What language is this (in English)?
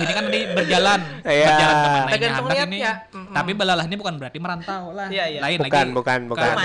Banjar